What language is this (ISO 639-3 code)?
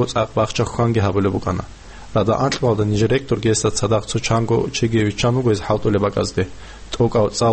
ava